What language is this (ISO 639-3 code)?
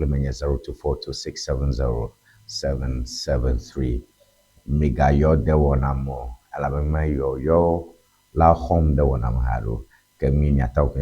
ewe